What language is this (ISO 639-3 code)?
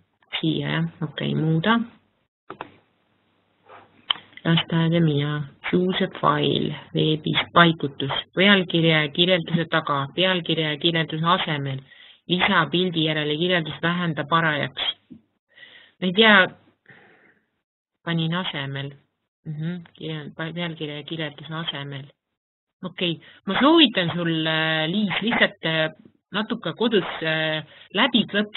est